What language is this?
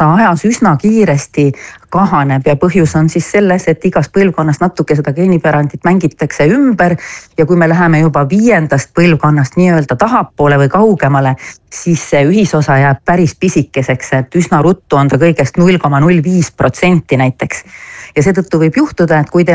Estonian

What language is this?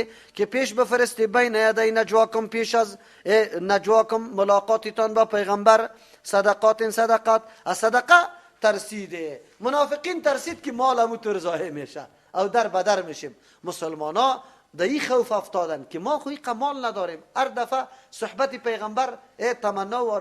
Persian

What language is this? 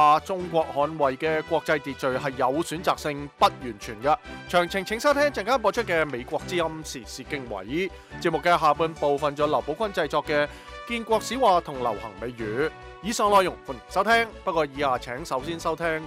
Cantonese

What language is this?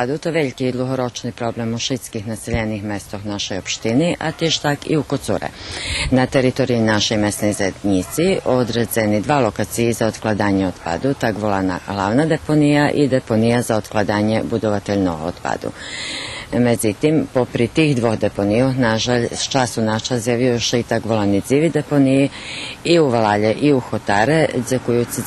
Rusyn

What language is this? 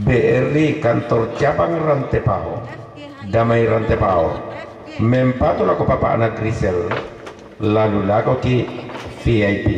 Toraja-Sa'dan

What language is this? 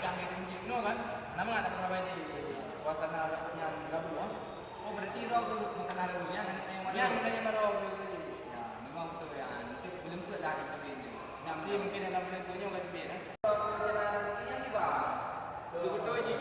Achinese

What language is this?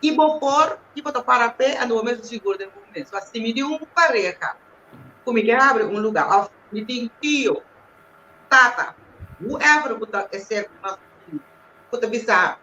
Papiamento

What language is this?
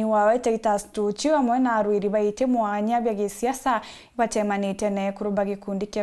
Meru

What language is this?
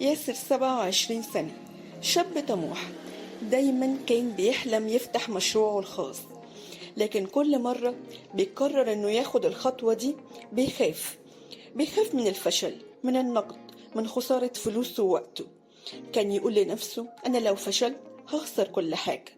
Egyptian Arabic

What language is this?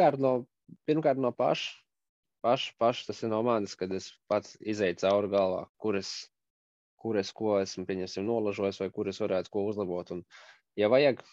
Latvian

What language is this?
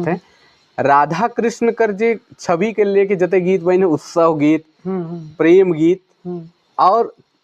Sadri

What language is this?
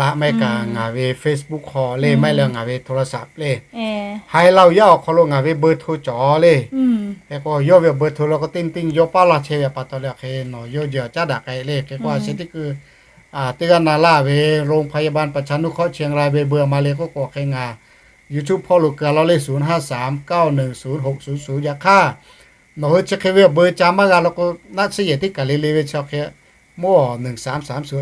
Lahu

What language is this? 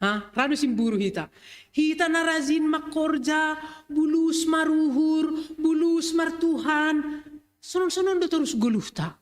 Batak Simalungun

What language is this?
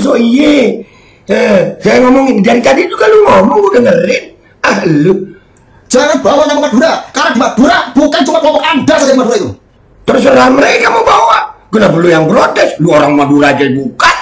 Betawi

